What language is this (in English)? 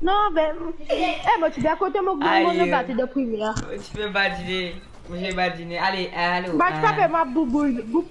Morisyen